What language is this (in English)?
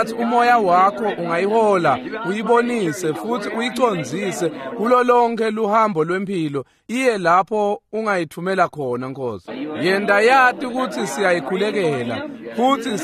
Swati